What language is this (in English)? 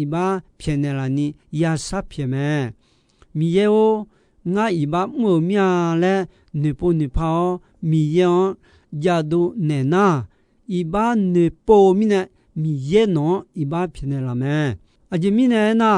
Akha